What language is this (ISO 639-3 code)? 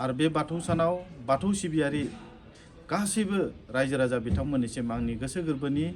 brx